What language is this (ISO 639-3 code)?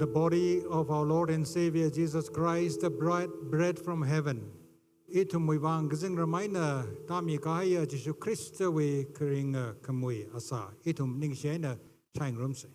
nmf